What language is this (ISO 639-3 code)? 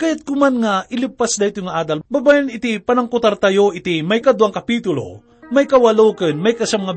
ilo